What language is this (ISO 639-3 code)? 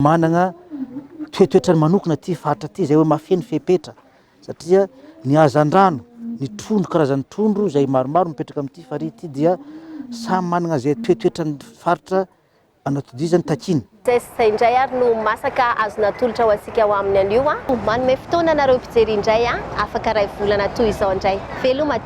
mlg